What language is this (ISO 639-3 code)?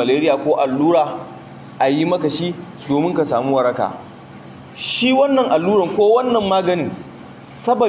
hau